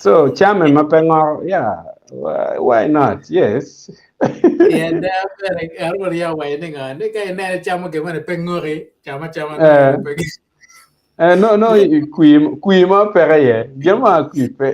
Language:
Acoli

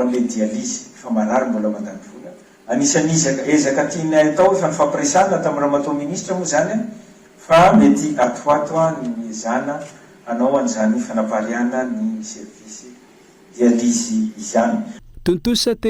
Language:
Malagasy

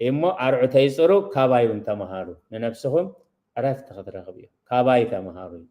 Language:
Tigrinya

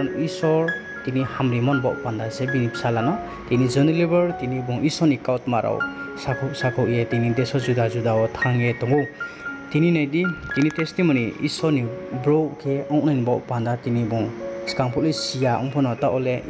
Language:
Riang (India)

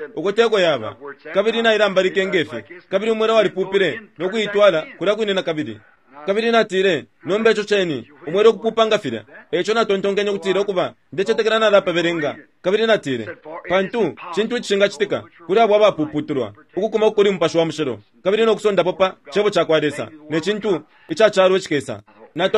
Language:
Bemba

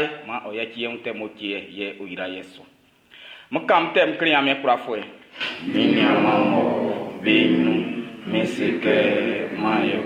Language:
Baoulé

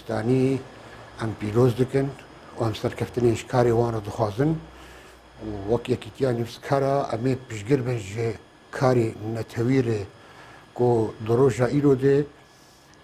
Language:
Kurdish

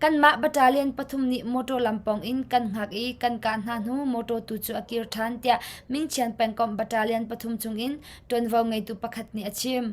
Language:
Hakha Chin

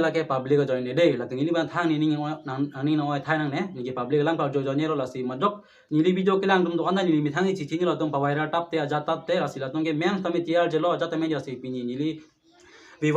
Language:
Karbi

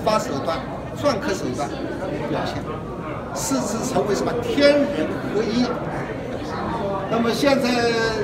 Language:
Chinese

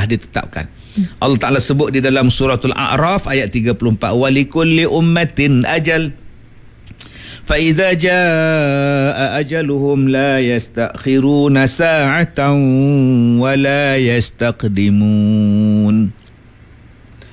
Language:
Malay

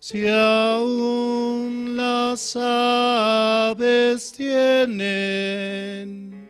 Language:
Aymara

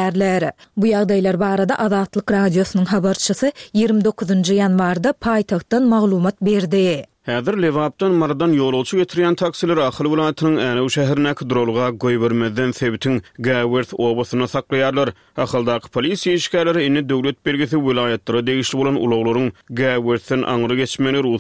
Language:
Turkmen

